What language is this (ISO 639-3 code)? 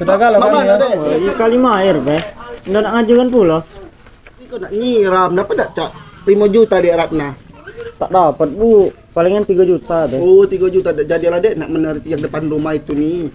mui